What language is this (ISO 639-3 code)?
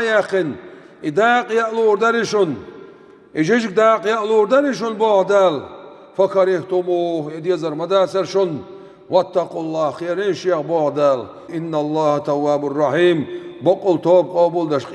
che